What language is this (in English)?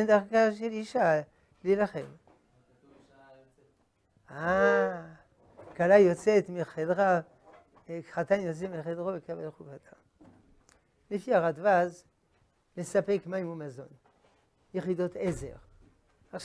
Hebrew